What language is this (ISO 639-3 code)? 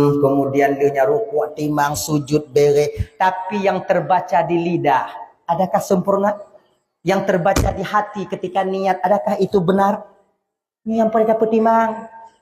ace